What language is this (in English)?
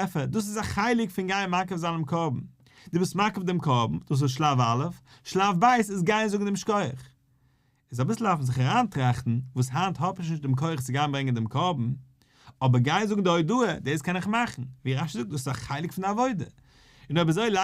Yiddish